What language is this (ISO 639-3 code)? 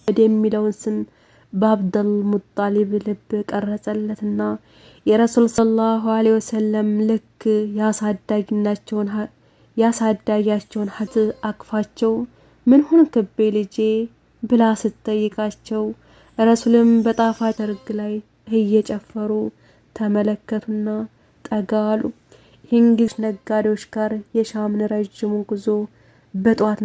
amh